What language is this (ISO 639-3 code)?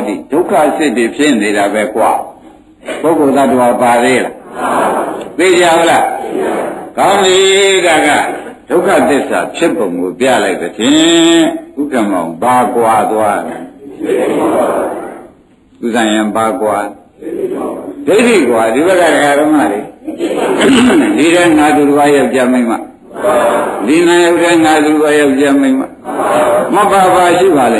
mya